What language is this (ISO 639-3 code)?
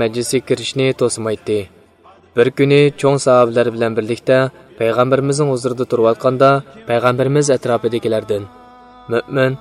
uig